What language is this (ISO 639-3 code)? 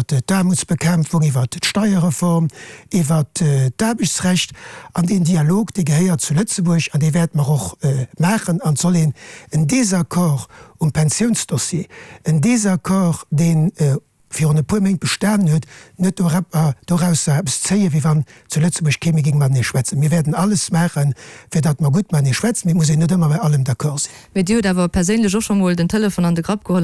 ltz